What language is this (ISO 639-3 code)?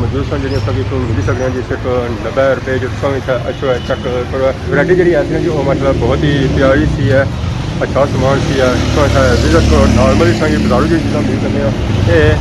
phr